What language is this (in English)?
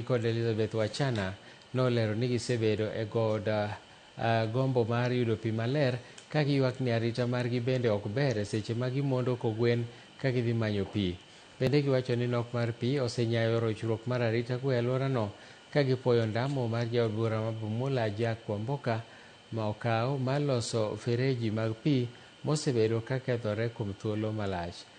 Luo (Kenya and Tanzania)